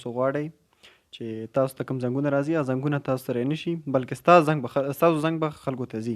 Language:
Pashto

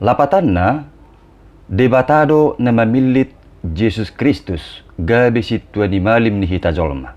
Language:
Batak Toba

